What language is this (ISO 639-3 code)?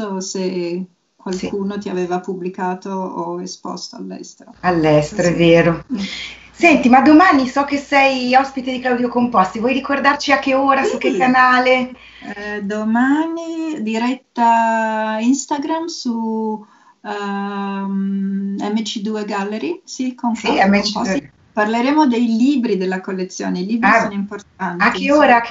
ita